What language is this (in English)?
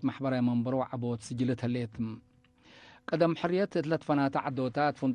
Tigre